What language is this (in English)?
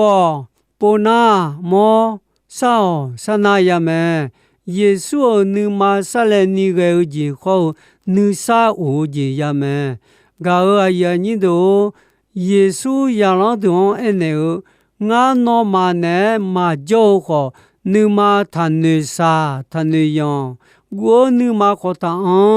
Akha